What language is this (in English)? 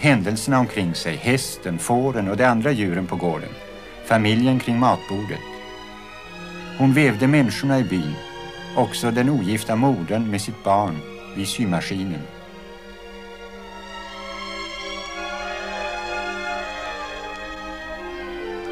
Swedish